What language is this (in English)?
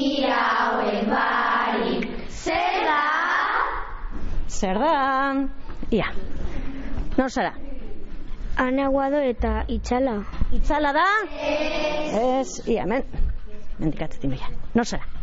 Basque